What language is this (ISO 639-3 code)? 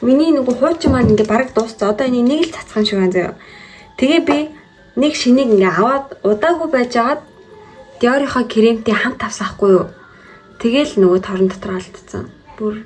mon